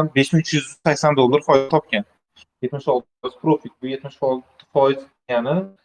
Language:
Uzbek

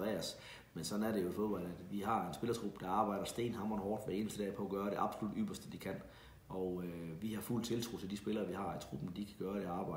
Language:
Danish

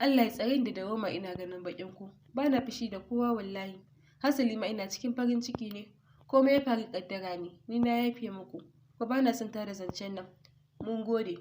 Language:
Hausa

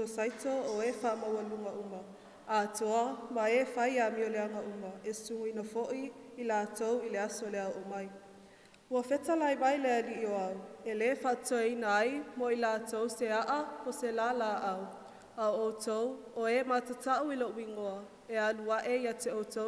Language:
Samoan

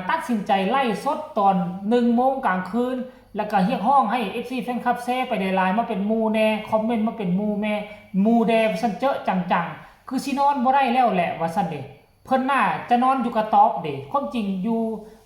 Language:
Northeastern Thai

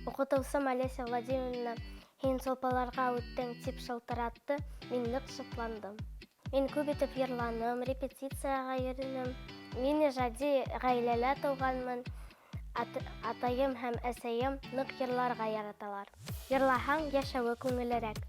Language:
Bashkir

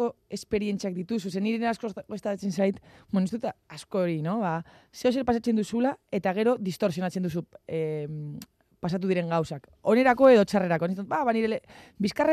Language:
Basque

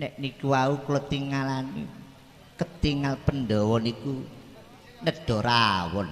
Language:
Javanese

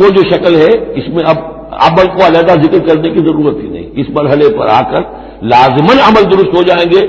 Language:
Urdu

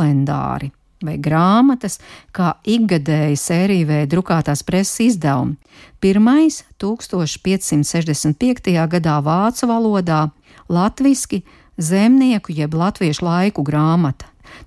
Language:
Latvian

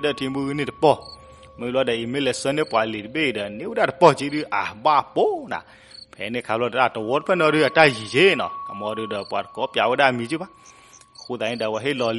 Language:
S'gaw Karen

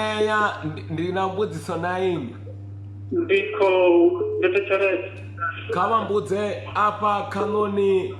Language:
Venda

